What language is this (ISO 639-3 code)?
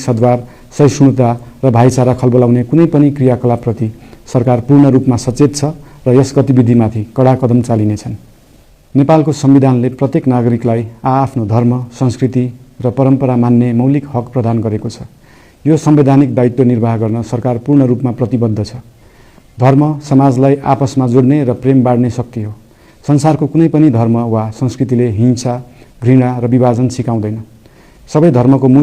nep